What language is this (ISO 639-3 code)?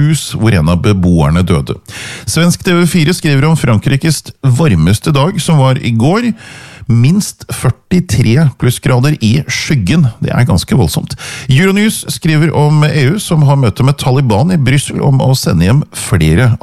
nor